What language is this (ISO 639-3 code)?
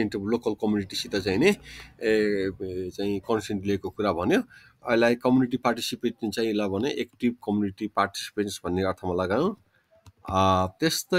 nep